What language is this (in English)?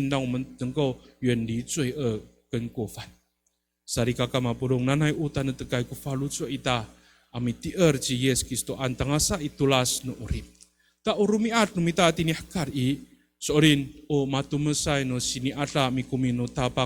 Amis